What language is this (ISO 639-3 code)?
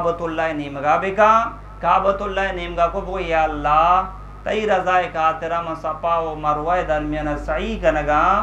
bgp